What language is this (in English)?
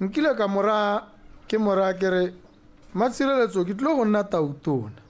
Tswana